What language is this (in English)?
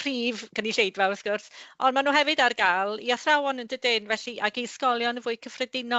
Welsh